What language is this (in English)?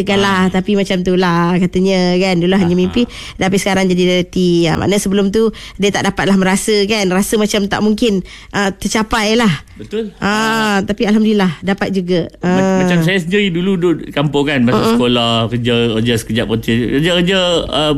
Malay